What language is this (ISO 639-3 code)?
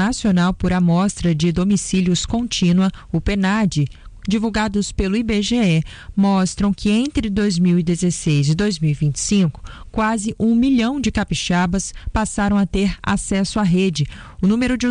por